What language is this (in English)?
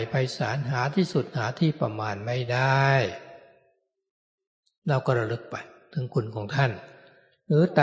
Thai